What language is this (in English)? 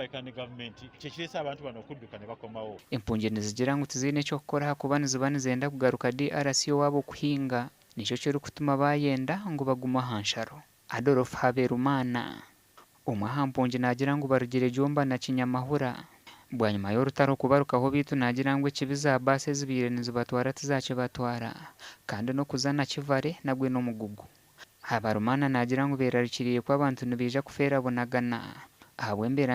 Nyankole